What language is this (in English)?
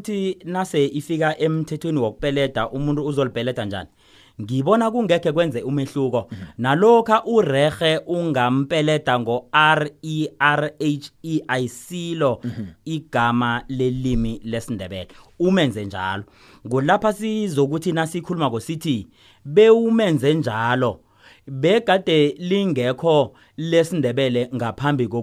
South Ndebele